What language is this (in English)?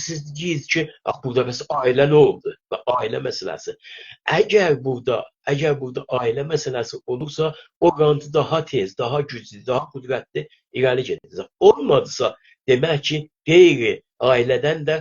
South Azerbaijani